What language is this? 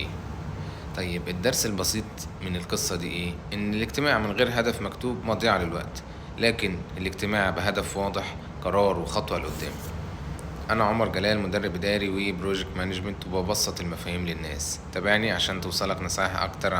Egyptian Arabic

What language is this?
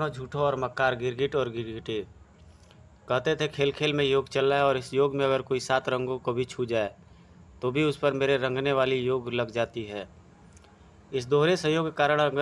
Hindi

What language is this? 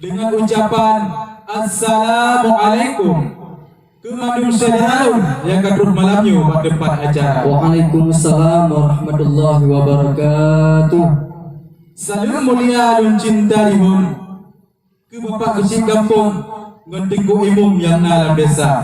Achinese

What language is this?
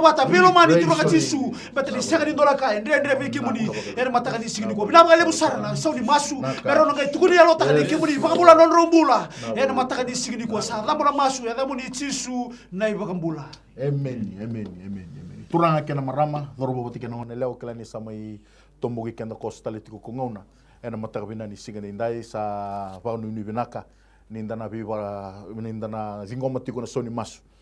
Fijian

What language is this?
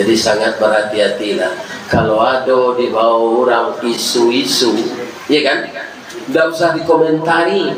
Minangkabau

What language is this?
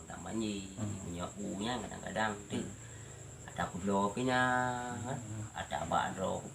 Achinese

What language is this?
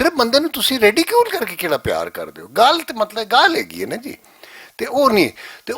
Western Panjabi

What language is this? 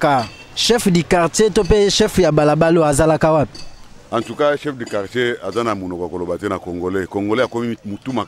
Lingala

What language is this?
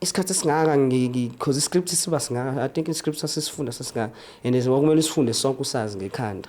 Zulu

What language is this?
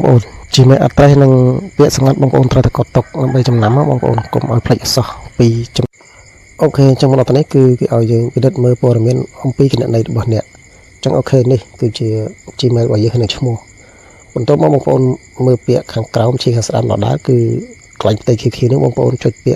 Khmer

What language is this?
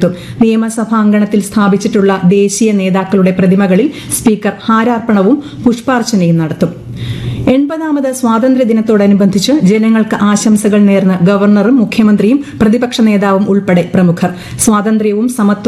Malayalam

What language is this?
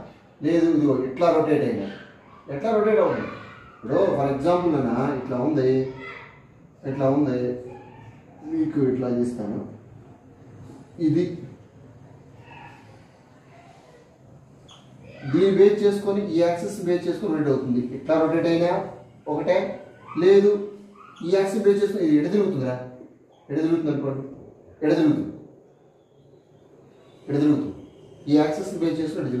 Telugu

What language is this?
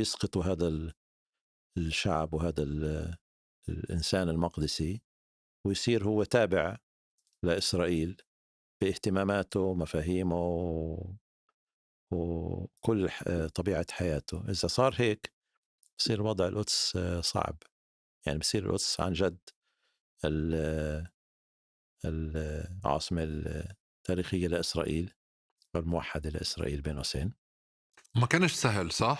North Levantine Arabic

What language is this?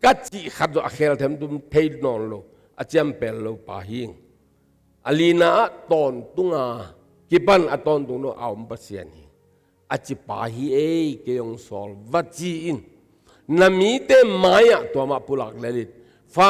Tedim Chin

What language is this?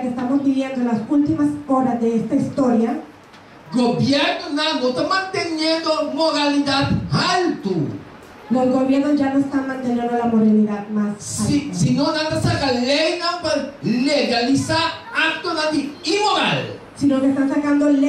Papiamento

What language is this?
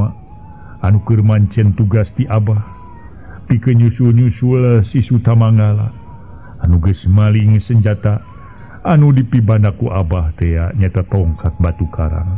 Sundanese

